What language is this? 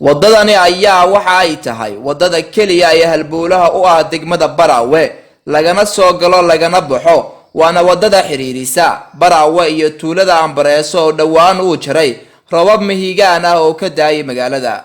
Somali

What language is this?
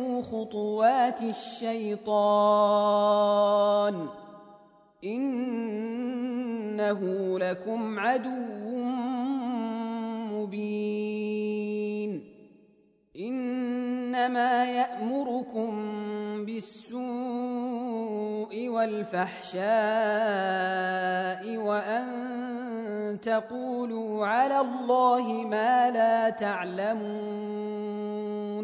Arabic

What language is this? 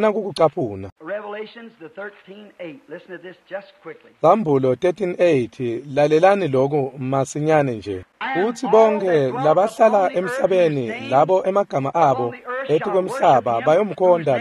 Swati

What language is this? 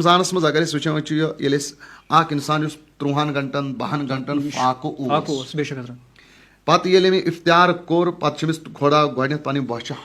Kashmiri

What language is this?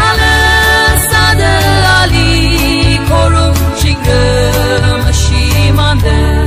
Tangkhul Naga (India)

